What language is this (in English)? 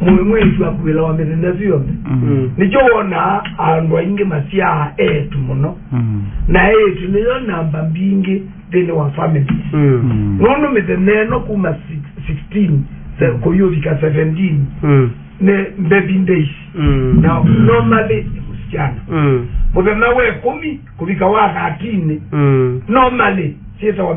Kamba